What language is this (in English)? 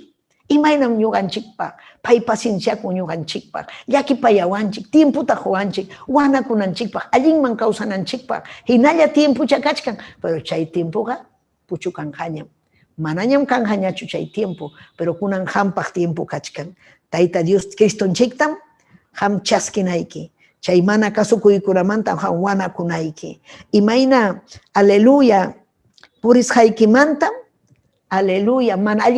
Ayacucho Quechua